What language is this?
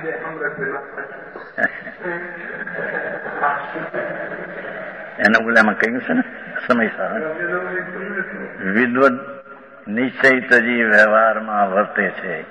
Gujarati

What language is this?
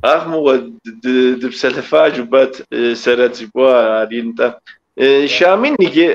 Kabardian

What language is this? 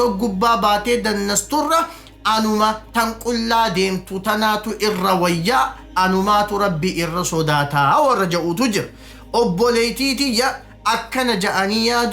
Oromo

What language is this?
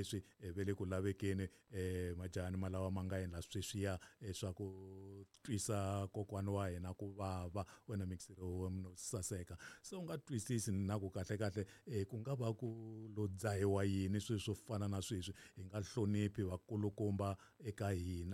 Tsonga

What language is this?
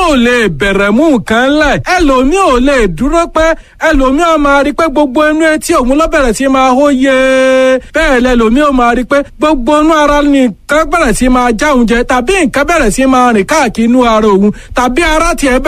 Yoruba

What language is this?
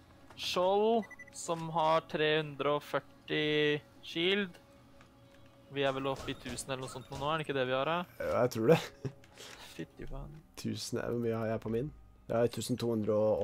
Norwegian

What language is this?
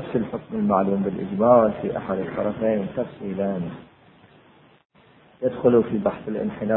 Arabic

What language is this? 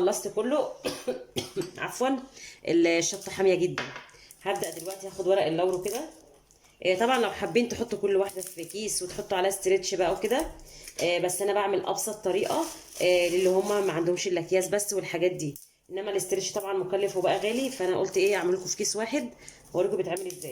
Egyptian Arabic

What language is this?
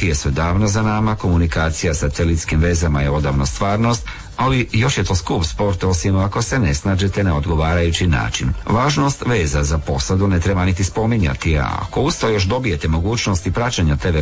Croatian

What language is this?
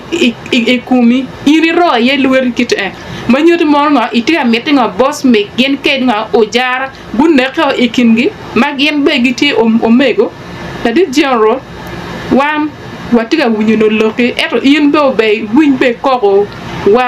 Acoli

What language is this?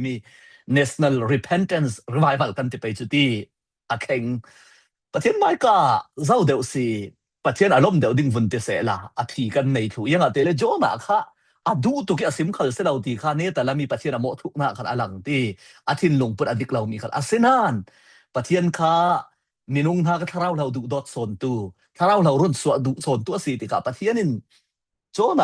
Falam Chin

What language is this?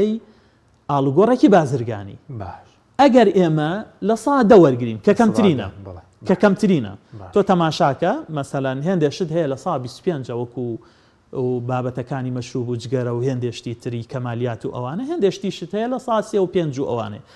Central Kurdish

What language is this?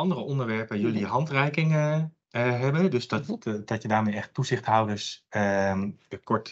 Dutch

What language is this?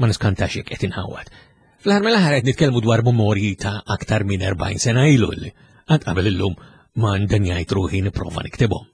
Maltese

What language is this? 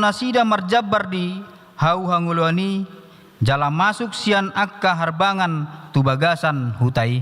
Batak Toba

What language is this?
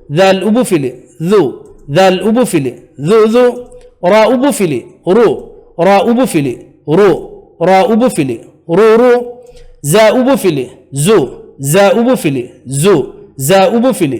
Divehi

